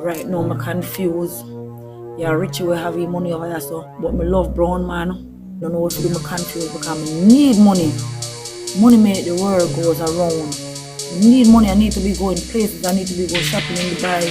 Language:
Jamaican Creole English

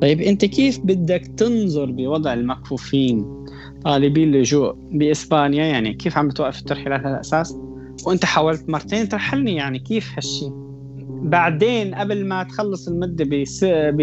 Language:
North Levantine Arabic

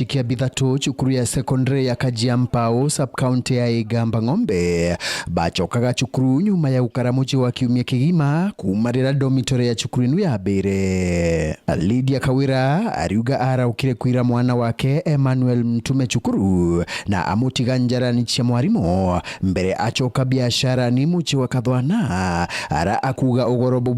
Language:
Meru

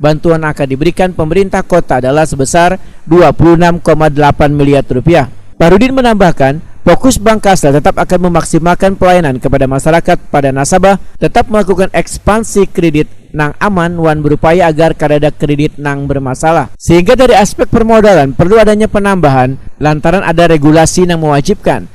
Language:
Banjar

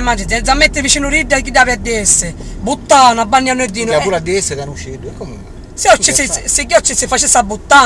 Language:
Sicilian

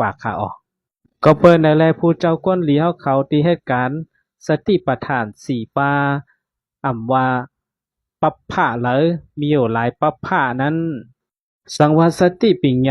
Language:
Shan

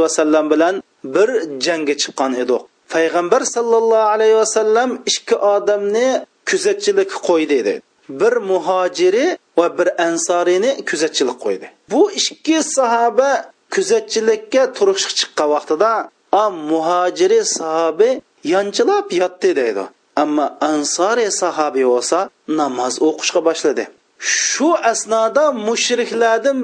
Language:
Uyghur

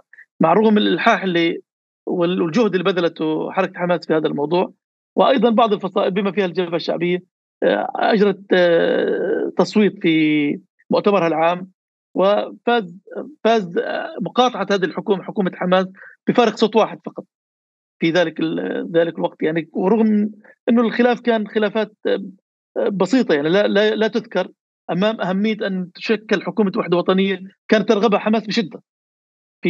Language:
North Levantine Arabic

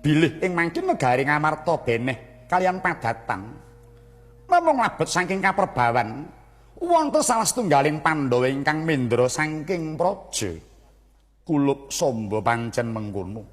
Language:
Javanese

